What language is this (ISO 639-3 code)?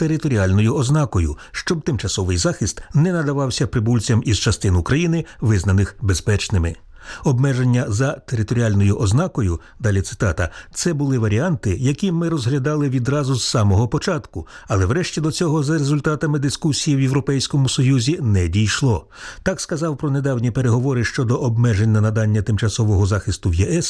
ukr